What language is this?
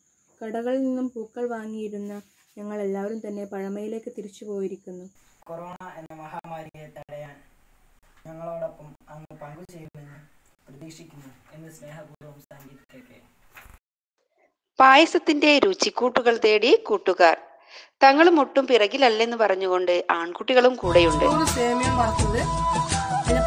Malayalam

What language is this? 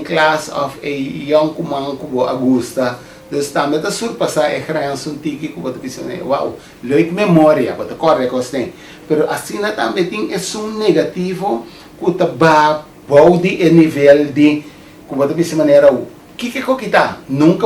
Papiamento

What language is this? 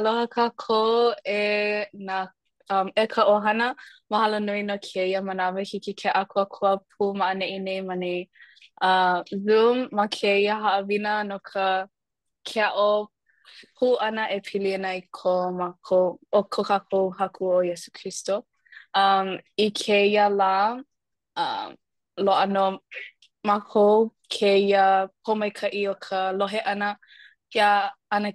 Hawaiian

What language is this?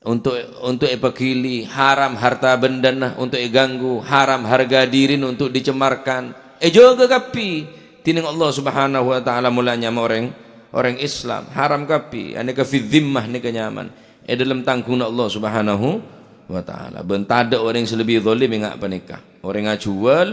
Madurese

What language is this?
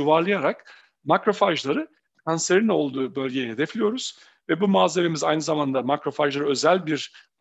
Turkish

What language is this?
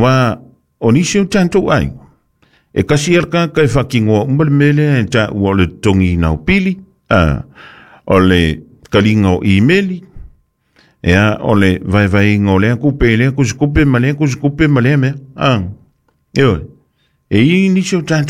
Samoan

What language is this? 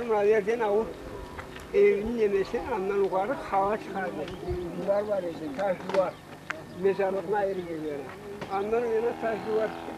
Crimean Tatar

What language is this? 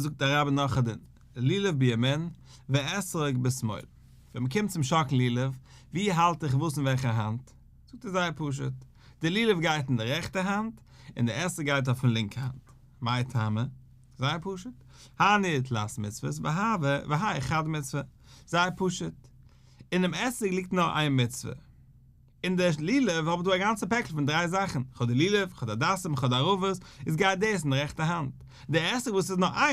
Yiddish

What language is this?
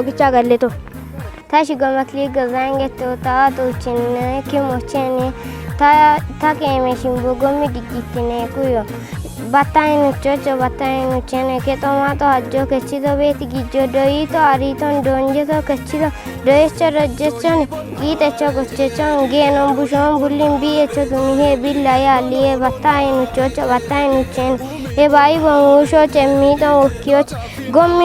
Kafa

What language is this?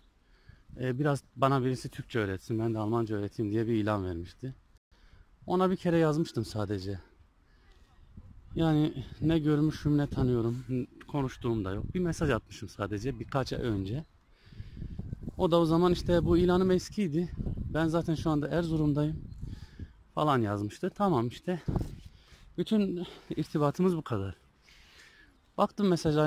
Turkish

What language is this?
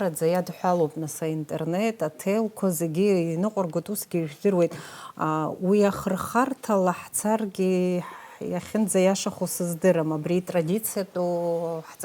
Abkhazian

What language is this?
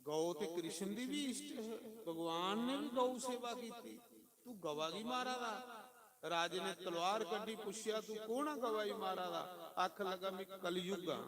Dogri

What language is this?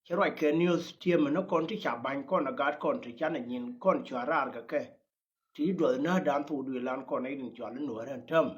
Nuer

